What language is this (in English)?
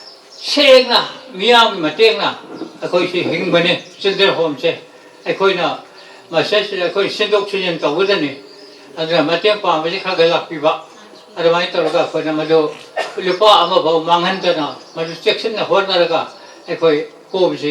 Manipuri